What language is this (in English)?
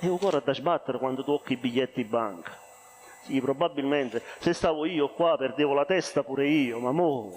Neapolitan